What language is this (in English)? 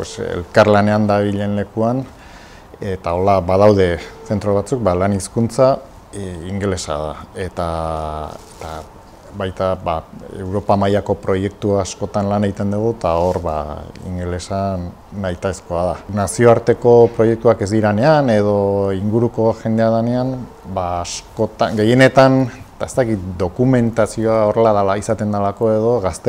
Basque